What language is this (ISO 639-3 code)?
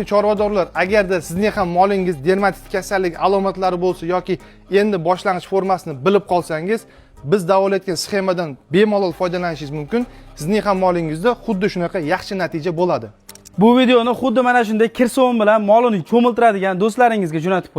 uzb